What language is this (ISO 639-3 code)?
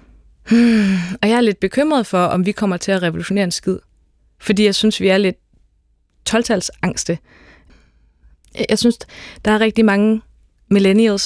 dan